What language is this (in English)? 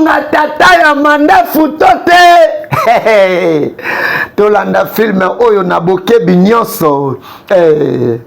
Lingala